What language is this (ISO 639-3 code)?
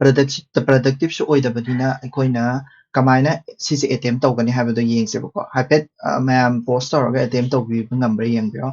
mni